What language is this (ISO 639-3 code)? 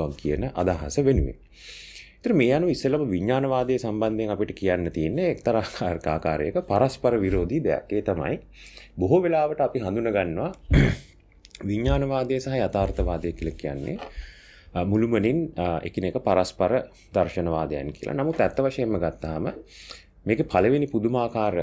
sin